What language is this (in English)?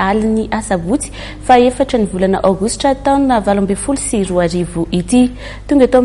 Malagasy